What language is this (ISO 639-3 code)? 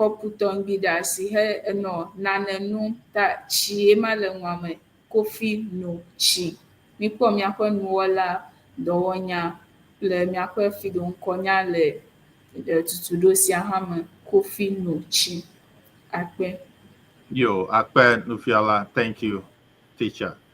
ewe